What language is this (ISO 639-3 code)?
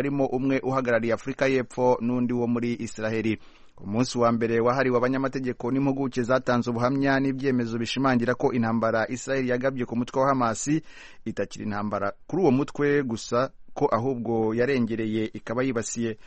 kin